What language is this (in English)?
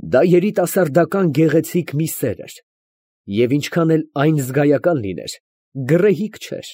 Armenian